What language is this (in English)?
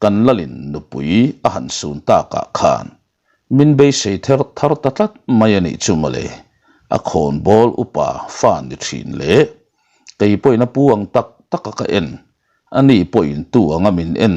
Mizo